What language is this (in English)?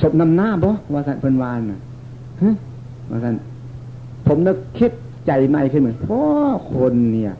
Northeastern Thai